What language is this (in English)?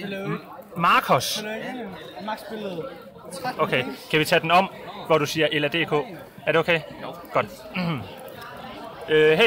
Danish